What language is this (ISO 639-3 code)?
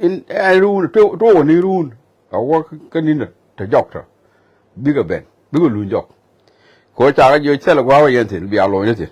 nus